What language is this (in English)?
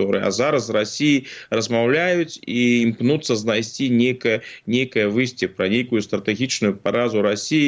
Belarusian